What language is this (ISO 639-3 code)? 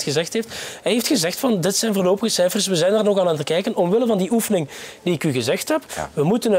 nld